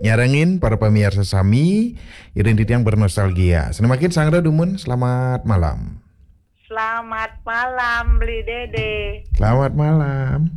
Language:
Balinese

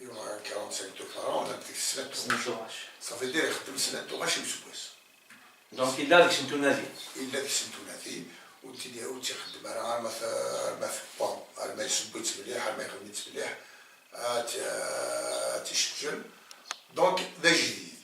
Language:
Kabyle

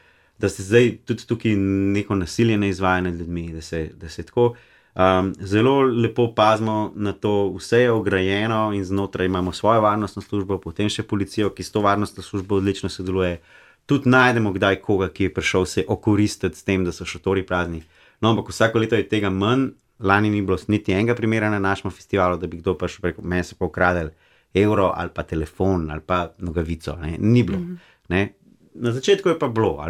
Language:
Slovenian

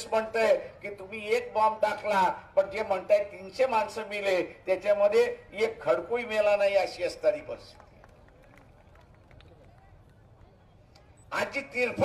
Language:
Marathi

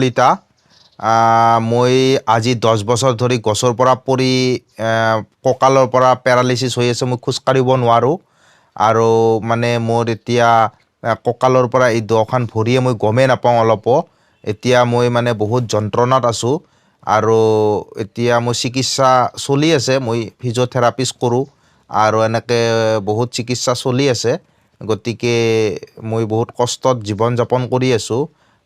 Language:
Assamese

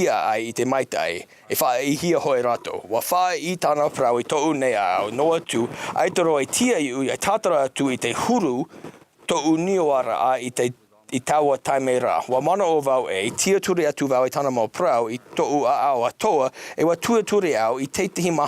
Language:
Tahitian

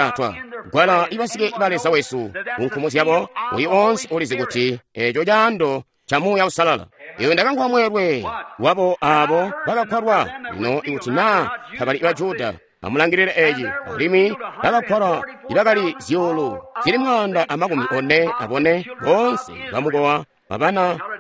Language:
Tonga (Zambia)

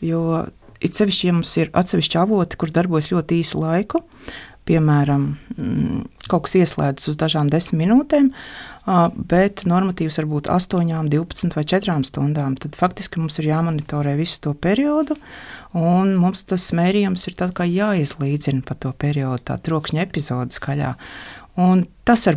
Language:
Latvian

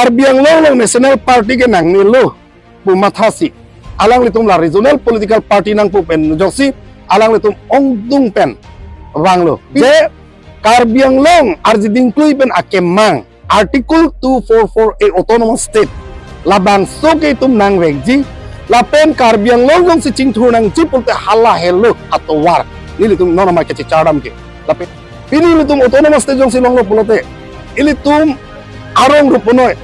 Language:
Karbi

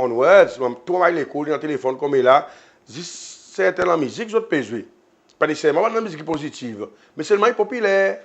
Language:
Seselwa Creole French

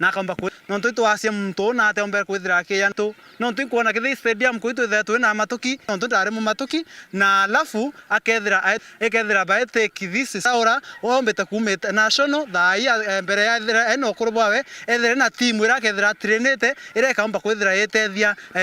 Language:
Meru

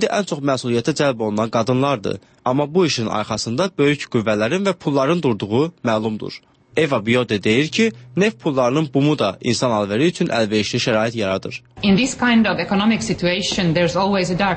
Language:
Azerbaijani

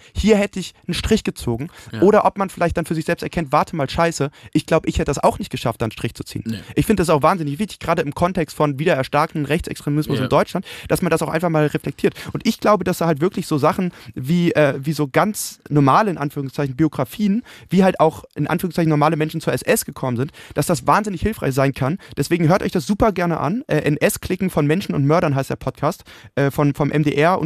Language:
German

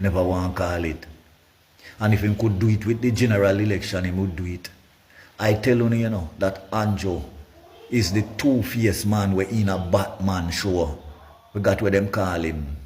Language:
Jamaican Creole English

